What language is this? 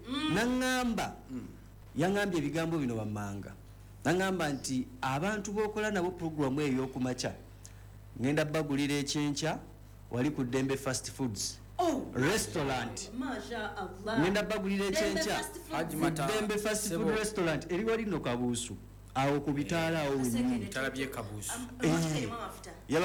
Ganda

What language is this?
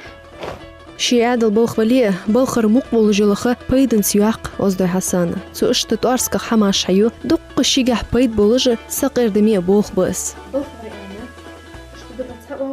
Ingush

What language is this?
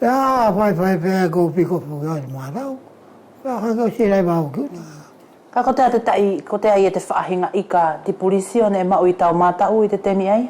Wallisian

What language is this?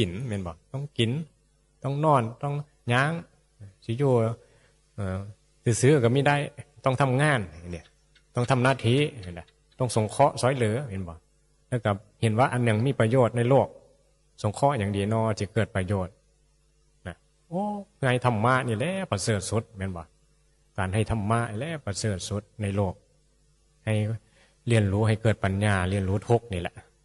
Northeastern Thai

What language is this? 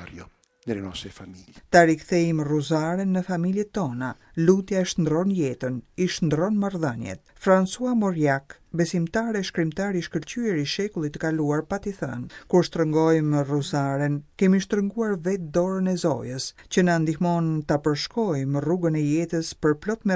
Albanian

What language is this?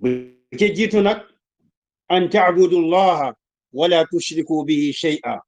Wolof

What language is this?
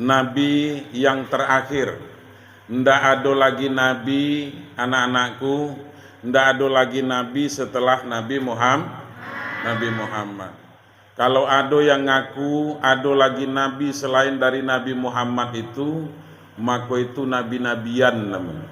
Minangkabau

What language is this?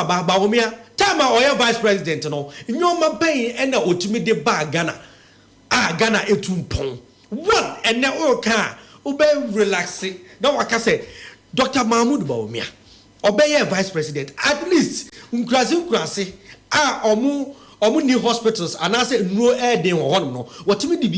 Akan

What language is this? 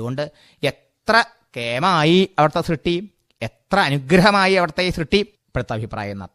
Malayalam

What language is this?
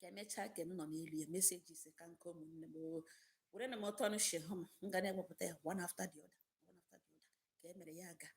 Igbo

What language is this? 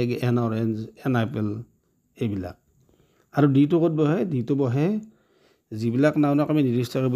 Assamese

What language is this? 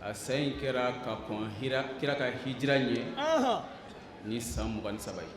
Bambara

